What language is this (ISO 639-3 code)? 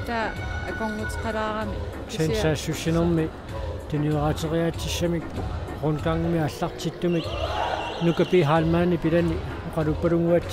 kal